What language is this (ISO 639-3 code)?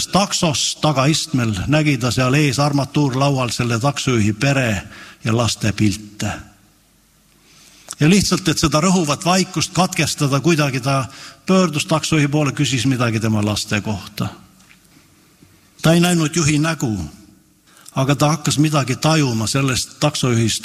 est